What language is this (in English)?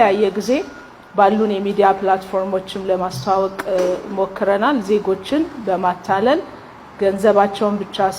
Amharic